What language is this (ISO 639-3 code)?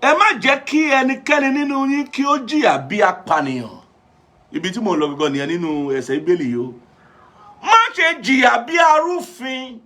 yor